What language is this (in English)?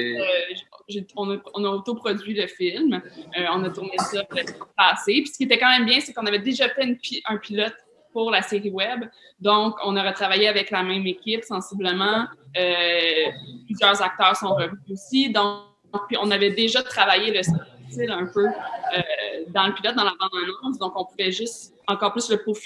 French